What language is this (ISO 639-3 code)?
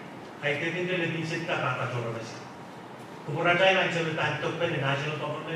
pon